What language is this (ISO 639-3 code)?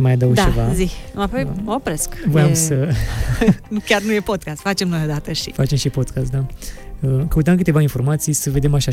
ron